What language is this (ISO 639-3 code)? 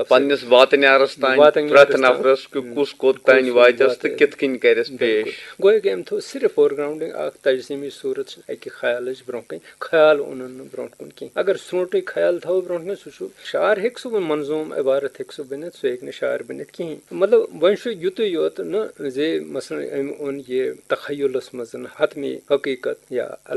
kas